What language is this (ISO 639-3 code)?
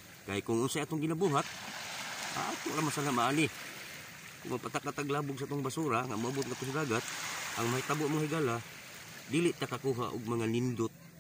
ceb